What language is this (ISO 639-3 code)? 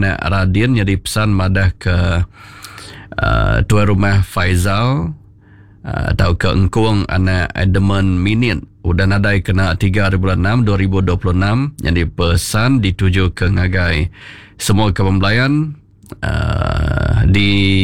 iba